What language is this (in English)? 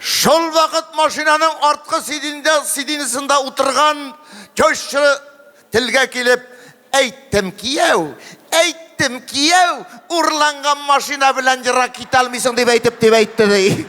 Tatar